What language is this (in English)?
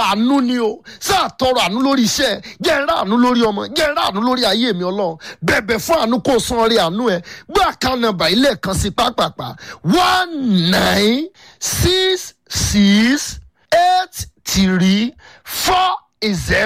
Yoruba